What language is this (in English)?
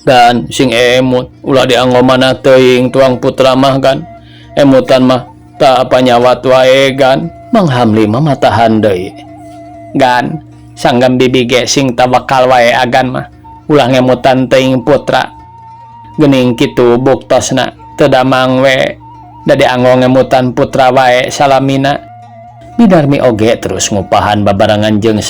Sundanese